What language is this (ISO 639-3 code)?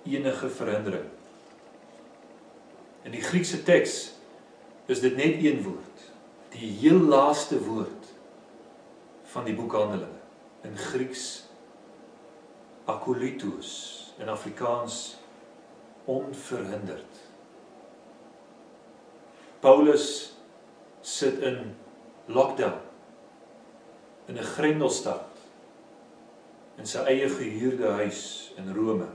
afr